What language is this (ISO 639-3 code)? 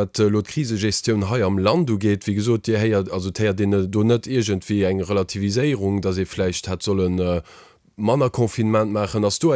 ltz